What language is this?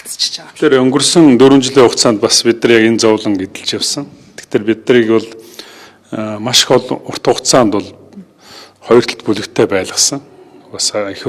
Mongolian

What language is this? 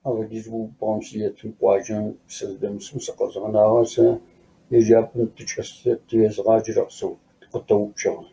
Kabardian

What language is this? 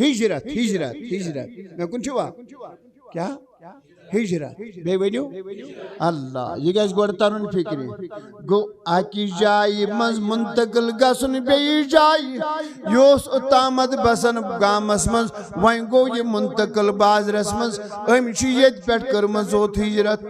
Kashmiri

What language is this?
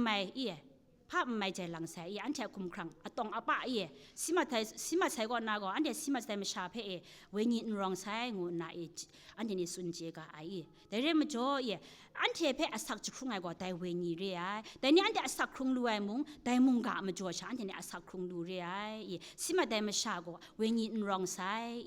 Kachin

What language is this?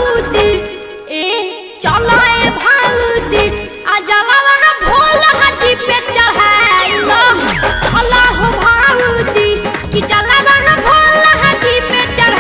Bhojpuri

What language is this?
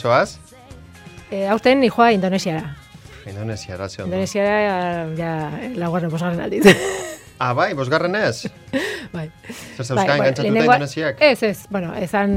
Basque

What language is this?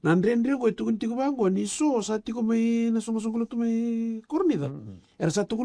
Fijian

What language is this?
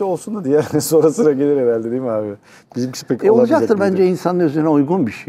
Turkish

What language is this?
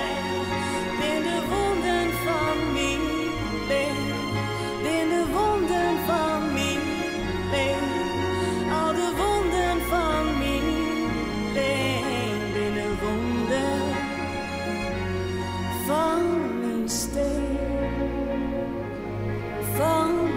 Dutch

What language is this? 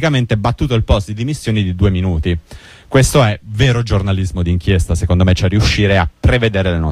Italian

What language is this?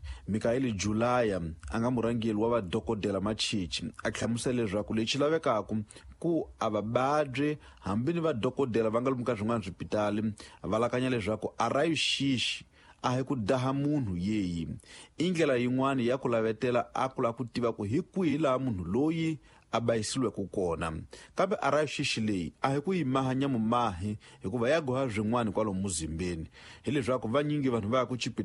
Tsonga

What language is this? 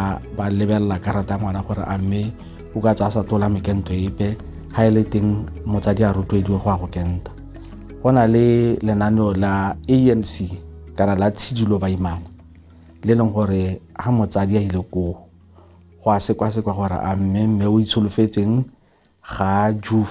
Tswana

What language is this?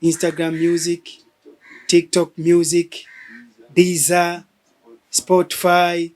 Swahili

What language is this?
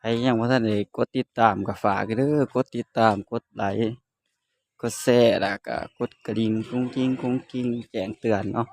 Northeastern Thai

